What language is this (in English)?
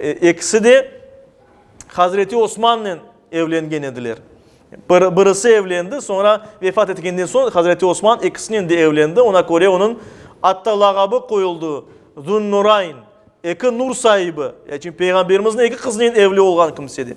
Crimean Tatar